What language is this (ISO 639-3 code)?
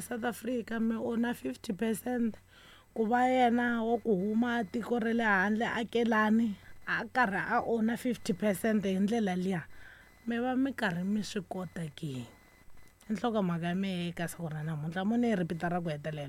tso